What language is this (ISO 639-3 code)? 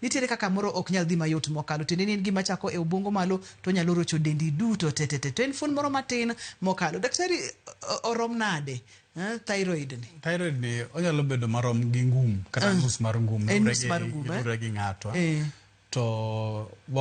luo